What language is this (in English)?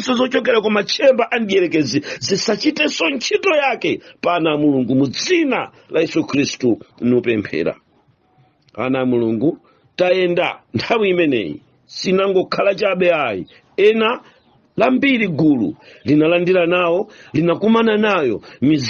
Nyanja